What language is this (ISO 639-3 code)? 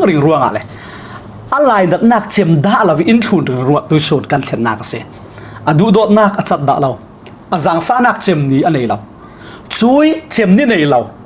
cfm